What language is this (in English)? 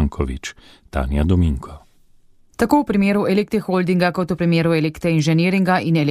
Slovenian